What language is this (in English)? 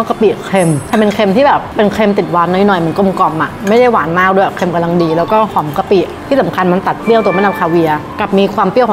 Thai